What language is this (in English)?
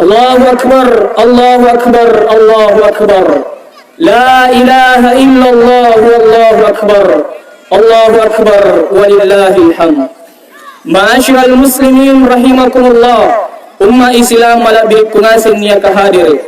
Makasar